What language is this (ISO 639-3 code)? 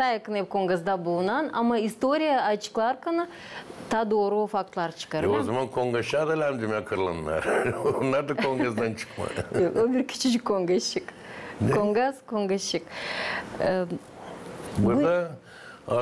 gag